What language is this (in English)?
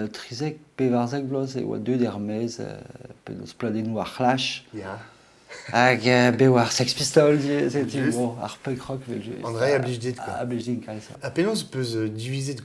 Breton